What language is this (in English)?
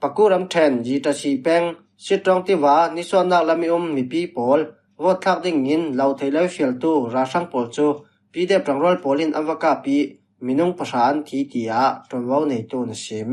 Falam Chin